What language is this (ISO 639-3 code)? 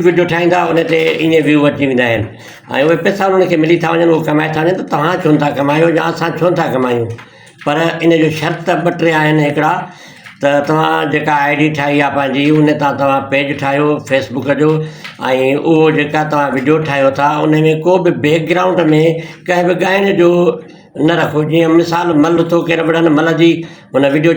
snd